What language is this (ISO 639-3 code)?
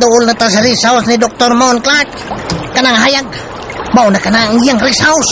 ceb